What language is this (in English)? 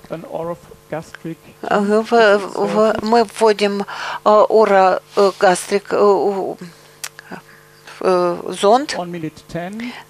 Russian